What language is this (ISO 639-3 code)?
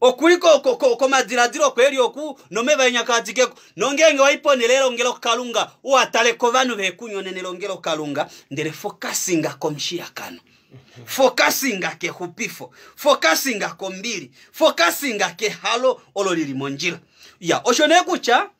kua